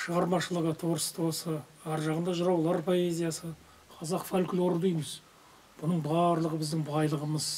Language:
Kazakh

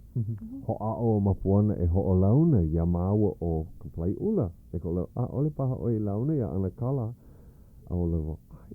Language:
Hawaiian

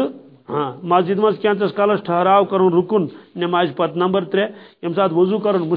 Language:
Kashmiri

